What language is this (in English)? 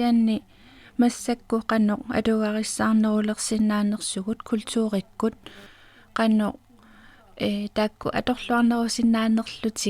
Kalaallisut